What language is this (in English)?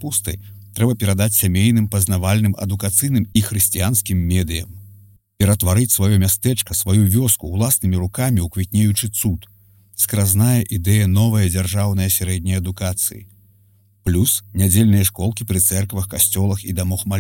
Belarusian